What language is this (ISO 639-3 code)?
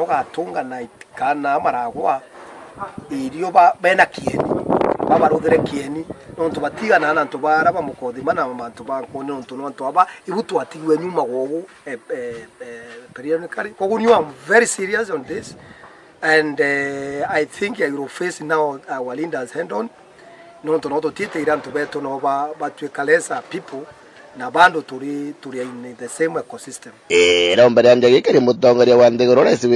mer